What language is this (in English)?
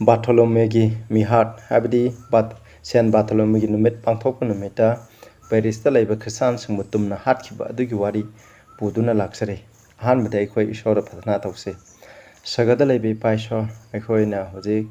Manipuri